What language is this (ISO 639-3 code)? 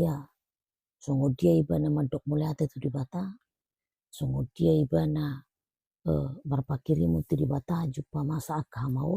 bbc